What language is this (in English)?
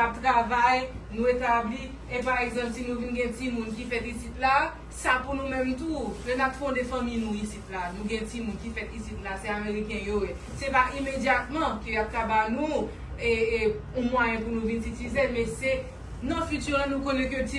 Haitian Creole